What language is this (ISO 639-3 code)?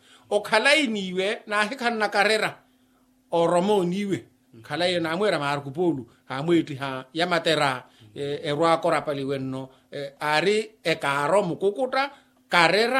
vmw